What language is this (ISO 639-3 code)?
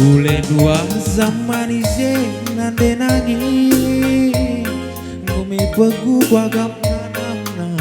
btx